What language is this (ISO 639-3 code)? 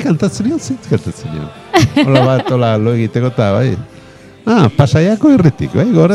eus